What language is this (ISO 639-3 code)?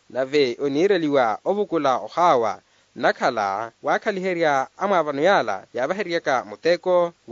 vmw